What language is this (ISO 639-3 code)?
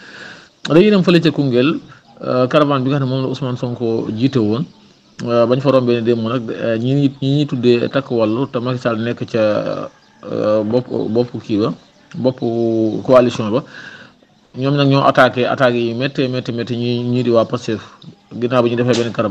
wol